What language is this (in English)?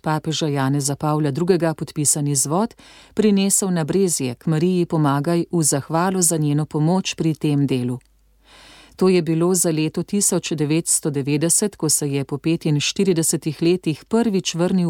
Slovenian